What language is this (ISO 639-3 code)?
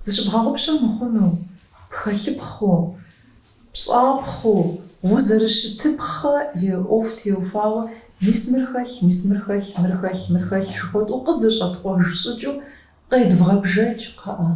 kbd